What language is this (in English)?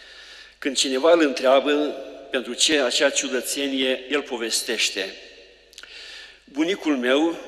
Romanian